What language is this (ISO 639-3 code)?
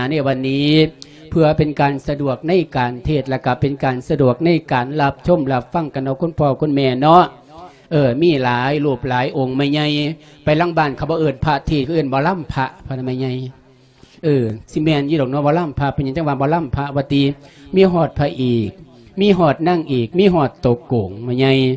lao